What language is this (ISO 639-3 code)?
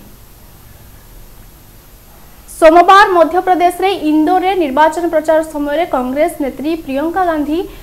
ori